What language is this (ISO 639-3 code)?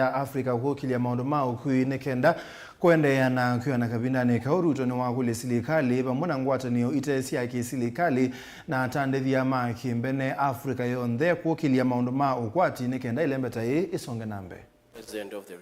kam